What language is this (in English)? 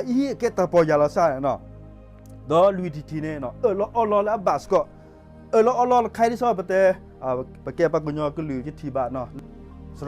S'gaw Karen